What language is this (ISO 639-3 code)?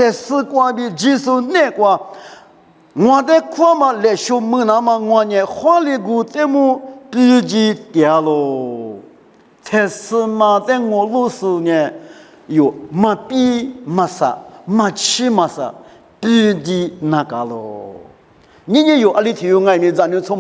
lis